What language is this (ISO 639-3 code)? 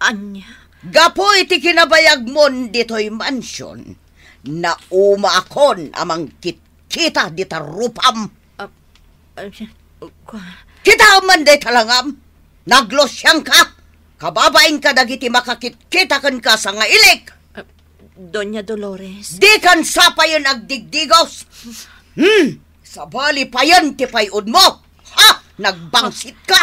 ilo